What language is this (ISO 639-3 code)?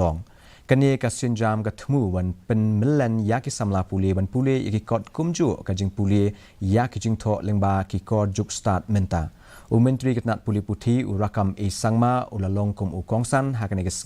kha